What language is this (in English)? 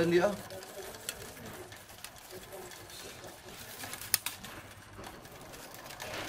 Vietnamese